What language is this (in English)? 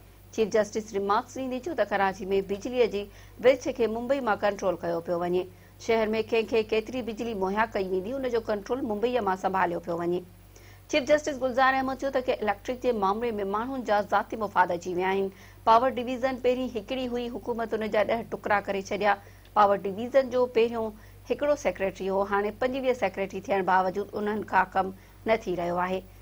Sindhi